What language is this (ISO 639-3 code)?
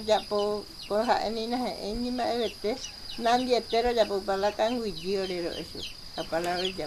grn